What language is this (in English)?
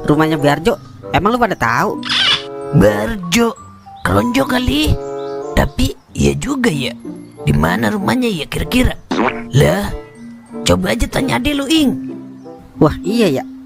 Betawi